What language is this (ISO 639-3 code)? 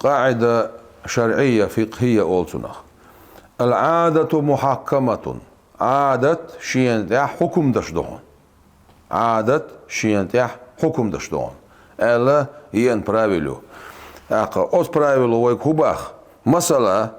che